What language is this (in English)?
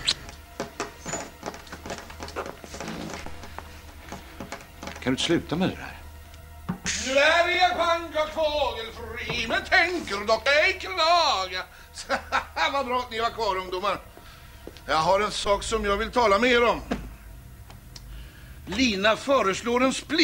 Swedish